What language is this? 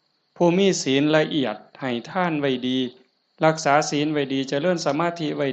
Northeastern Thai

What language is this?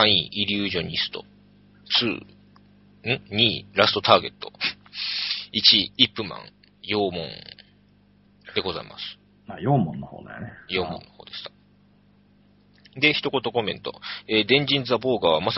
Japanese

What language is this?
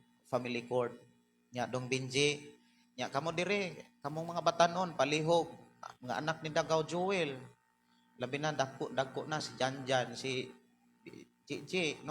Cebuano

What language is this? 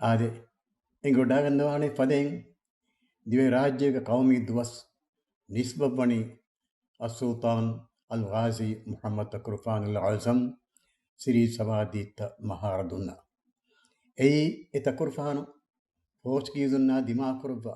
Divehi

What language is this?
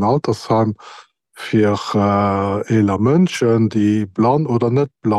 Luxembourgish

